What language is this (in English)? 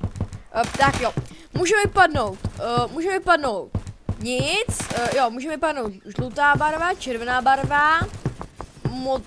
Czech